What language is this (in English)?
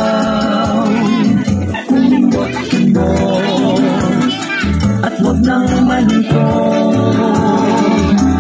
Filipino